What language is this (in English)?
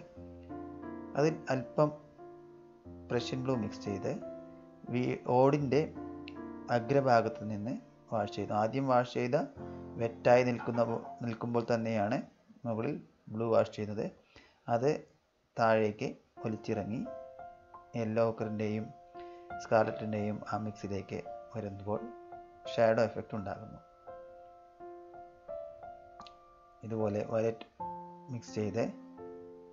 Malayalam